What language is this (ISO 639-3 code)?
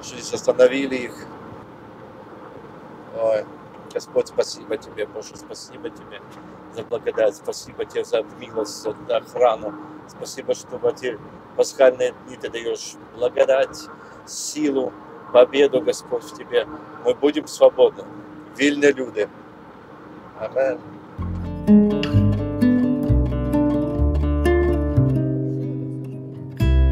rus